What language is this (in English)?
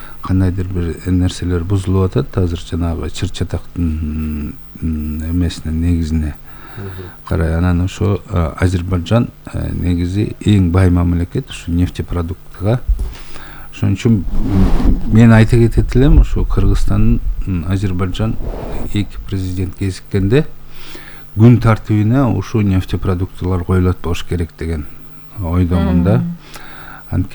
Kyrgyz